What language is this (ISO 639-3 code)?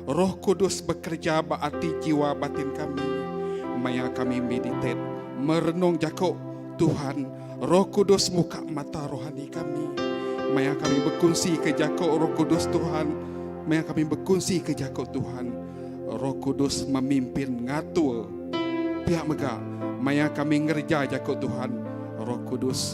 iba